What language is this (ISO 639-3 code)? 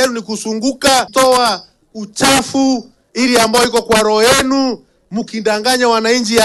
swa